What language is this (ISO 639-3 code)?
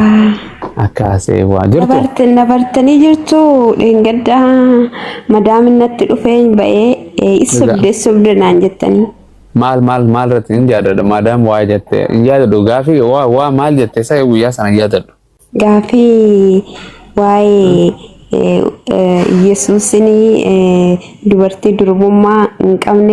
orm